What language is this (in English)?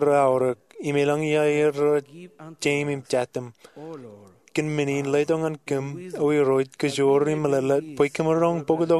Marshallese